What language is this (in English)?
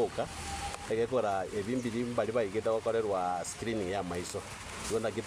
Gusii